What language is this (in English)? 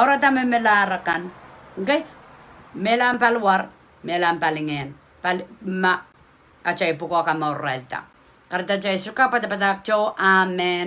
Pohnpeian